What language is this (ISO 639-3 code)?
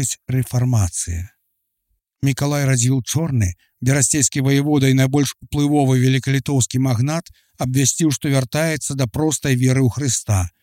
bel